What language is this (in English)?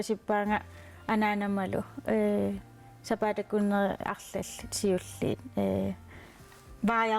Kalaallisut